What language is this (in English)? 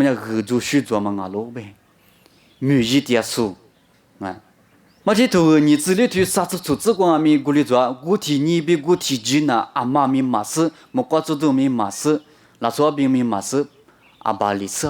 Lisu